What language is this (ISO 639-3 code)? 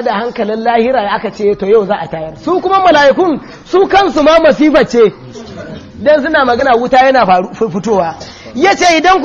hau